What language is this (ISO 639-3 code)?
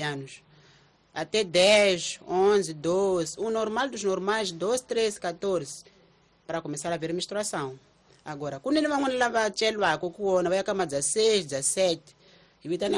tso